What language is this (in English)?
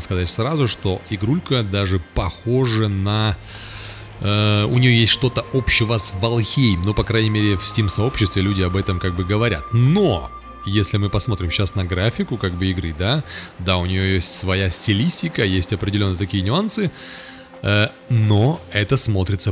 Russian